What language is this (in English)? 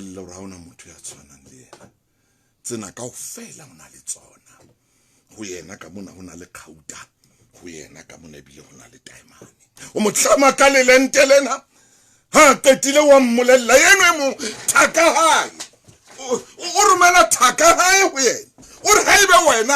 Southern Sotho